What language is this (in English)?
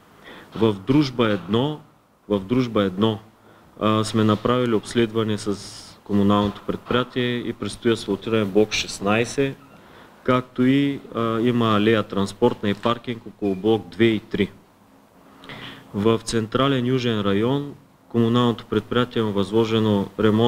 Bulgarian